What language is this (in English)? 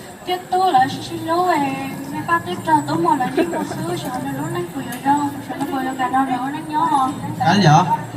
Hmong